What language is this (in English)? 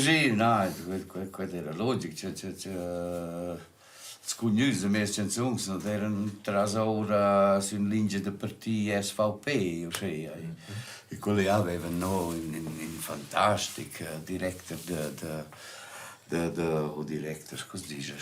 Romansh